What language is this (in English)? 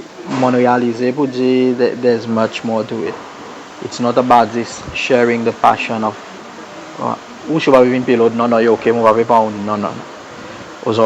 Seselwa Creole French